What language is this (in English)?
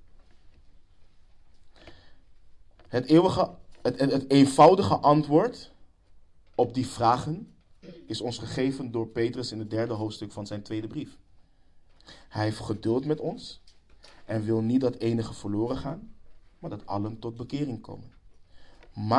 Dutch